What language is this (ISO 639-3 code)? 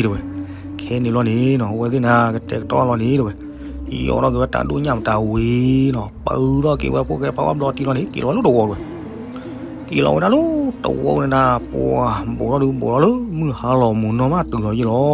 ksw